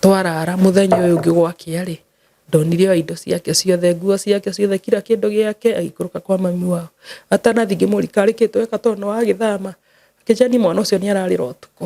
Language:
Kikuyu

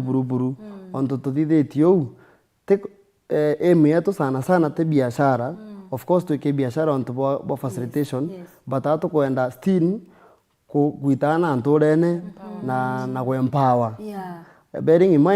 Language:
Meru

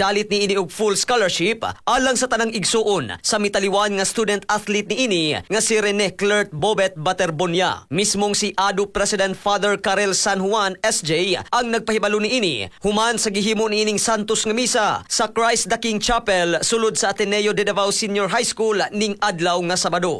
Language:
Cebuano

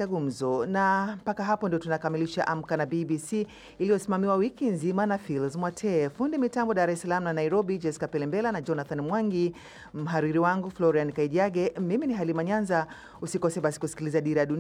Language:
Swahili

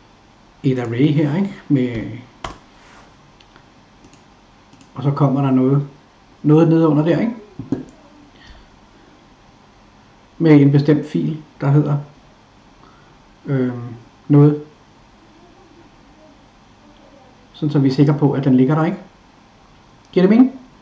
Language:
Danish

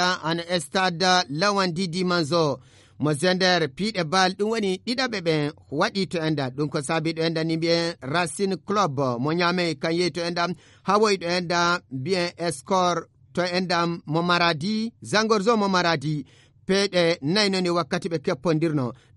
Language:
Fula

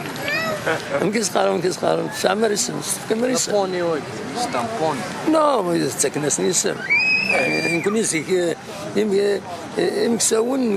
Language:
Kabyle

